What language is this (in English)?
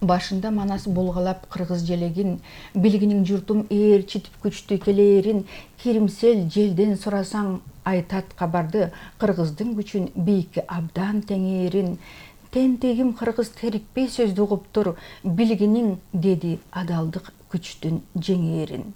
Kyrgyz